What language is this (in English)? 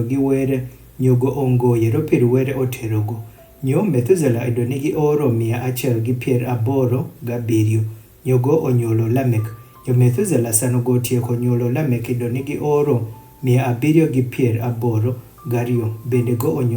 Adhola